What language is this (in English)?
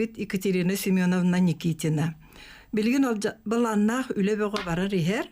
Yakut